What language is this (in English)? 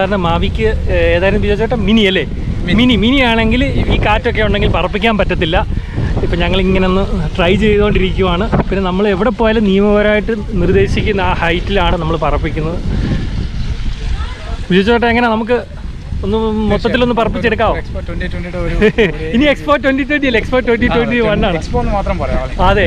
Malayalam